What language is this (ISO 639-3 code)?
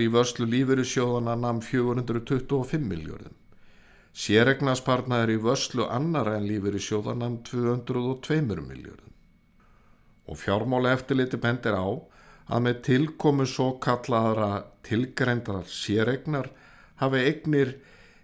isl